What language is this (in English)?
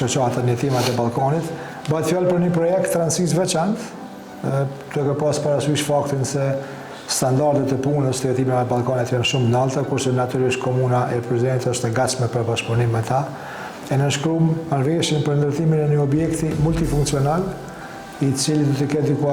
Albanian